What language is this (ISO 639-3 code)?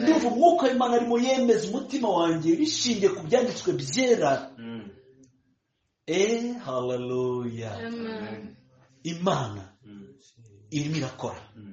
kin